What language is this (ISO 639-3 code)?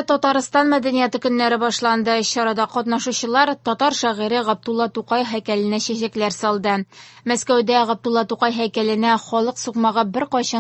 tat